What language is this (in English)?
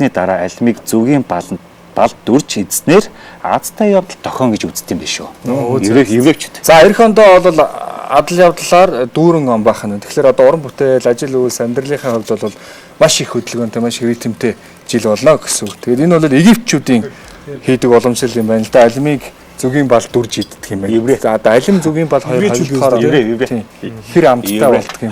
Mongolian